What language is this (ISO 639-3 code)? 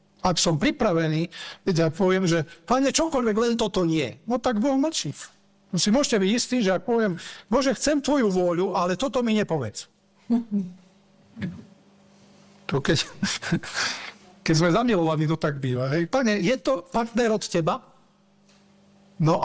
slk